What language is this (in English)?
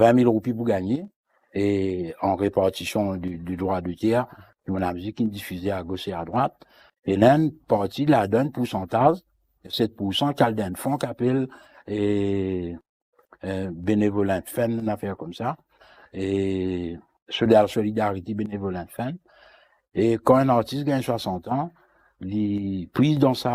Morisyen